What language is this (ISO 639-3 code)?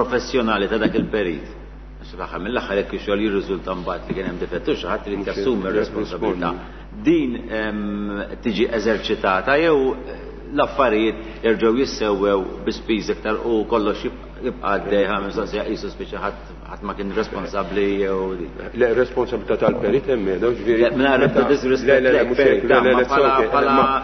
mlt